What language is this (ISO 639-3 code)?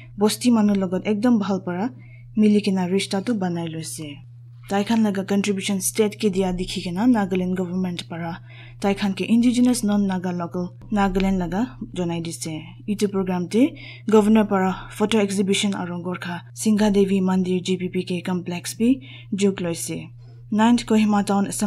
nag